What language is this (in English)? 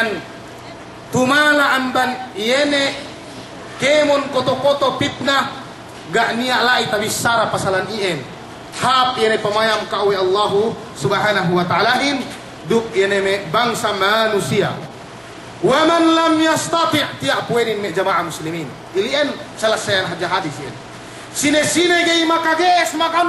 Yakan